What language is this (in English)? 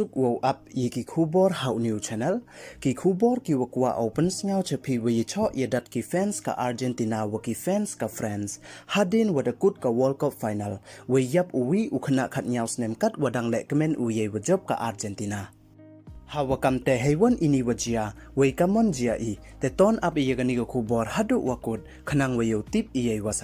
Pnar